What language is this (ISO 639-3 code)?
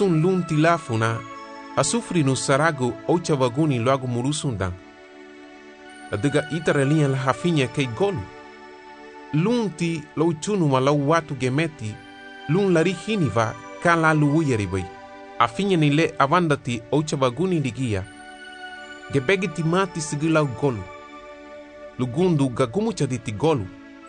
cab